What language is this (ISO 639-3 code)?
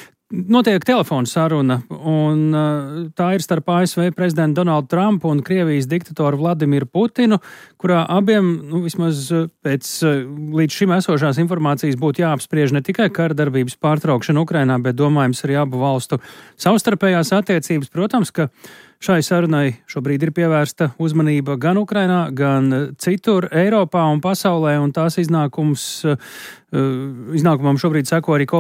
lav